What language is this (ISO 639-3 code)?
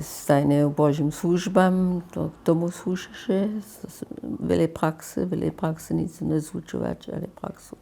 hsb